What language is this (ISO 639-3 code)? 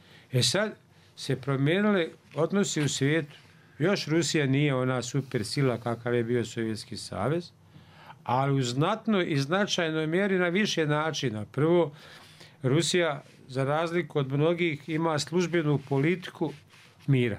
bos